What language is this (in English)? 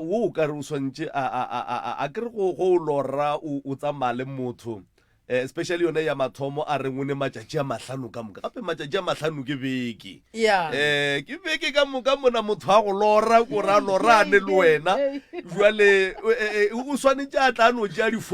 Northern Sotho